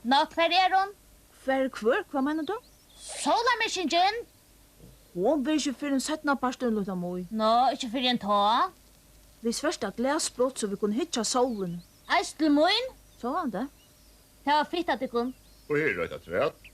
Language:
Faroese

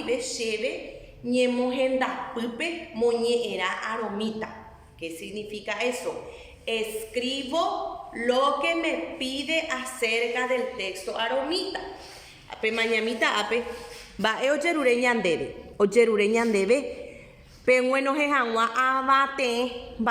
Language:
Guarani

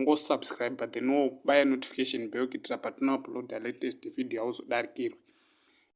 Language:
Shona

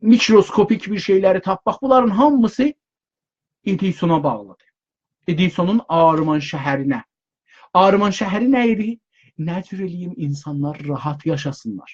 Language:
South Azerbaijani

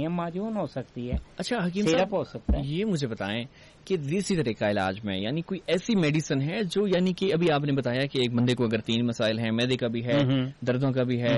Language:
Urdu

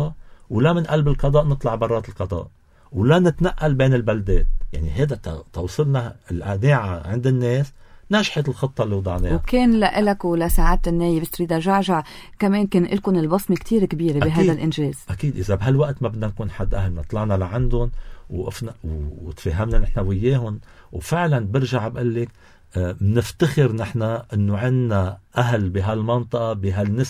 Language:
North Levantine Arabic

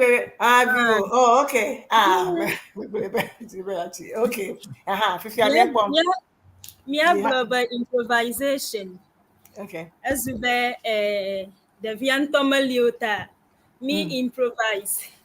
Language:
Ewe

